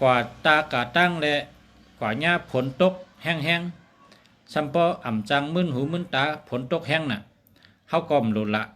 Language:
Shan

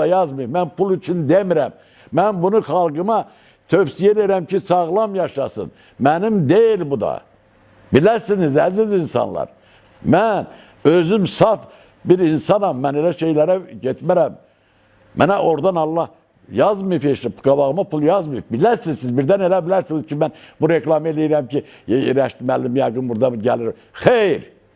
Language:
Azerbaijani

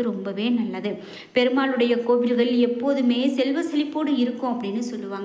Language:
Tamil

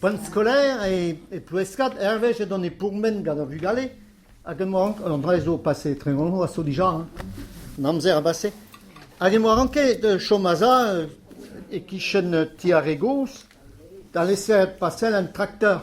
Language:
Breton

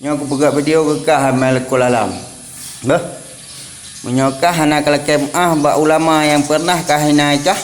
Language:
Achinese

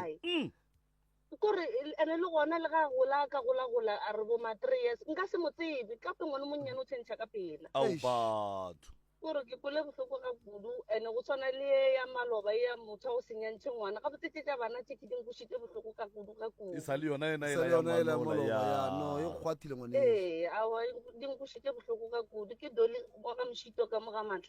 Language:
Northern Sotho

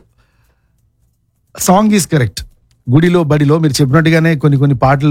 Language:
Telugu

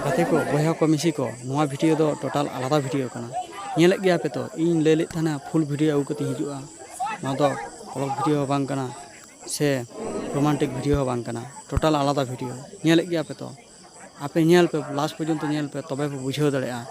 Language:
Santali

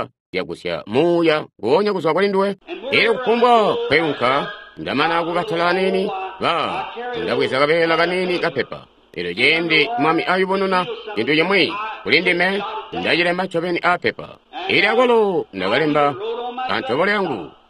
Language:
Tonga (Zambia)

